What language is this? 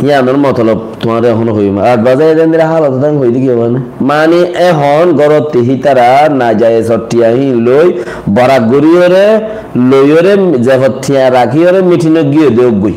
Rohingya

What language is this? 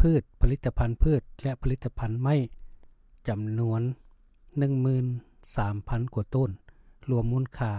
Lao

